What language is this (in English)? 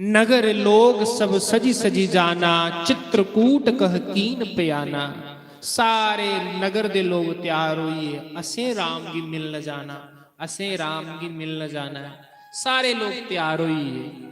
Dogri